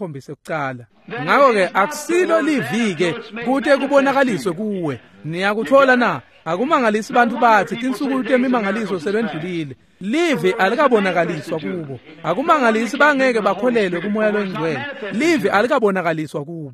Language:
Swati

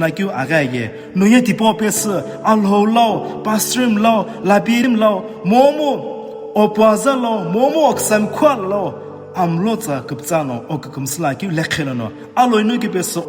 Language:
Sumi Naga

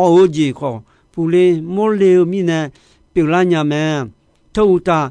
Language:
Akha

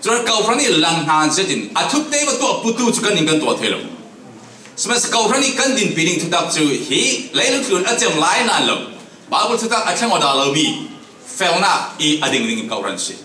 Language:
Falam Chin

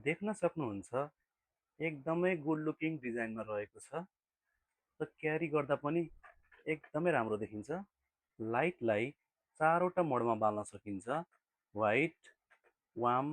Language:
Nepali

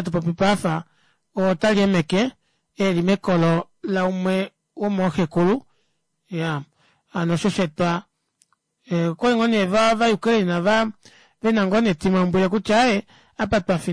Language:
Kuanyama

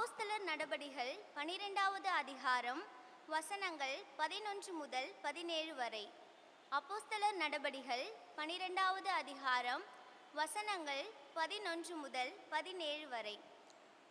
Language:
Tamil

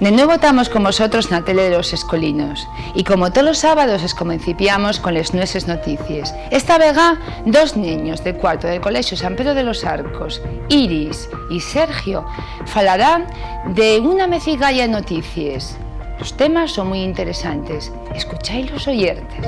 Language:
Asturian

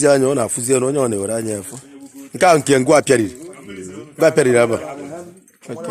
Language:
Igbo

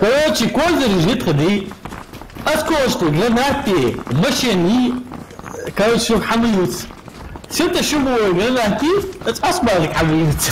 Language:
Ingush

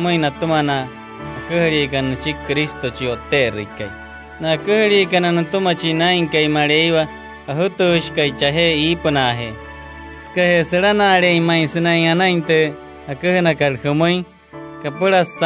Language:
Wayuu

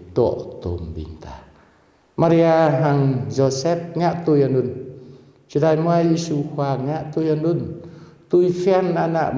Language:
Jarai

